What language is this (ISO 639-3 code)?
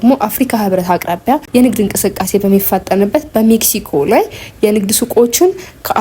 amh